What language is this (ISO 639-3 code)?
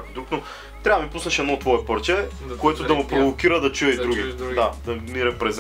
bul